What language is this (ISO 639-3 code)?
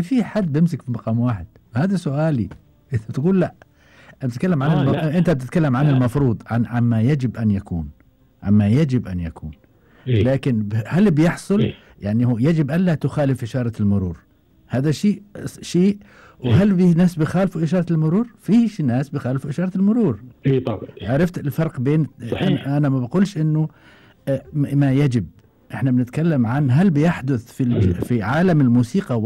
afb